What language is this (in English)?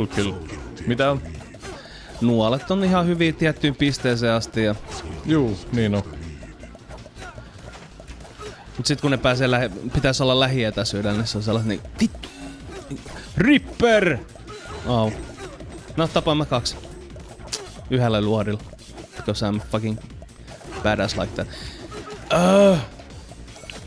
Finnish